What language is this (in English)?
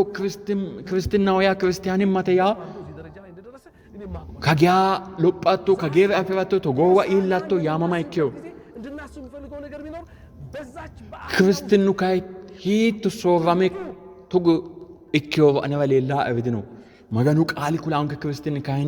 Sidamo